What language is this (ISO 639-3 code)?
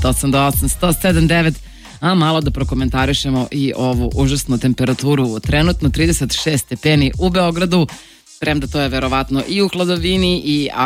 srp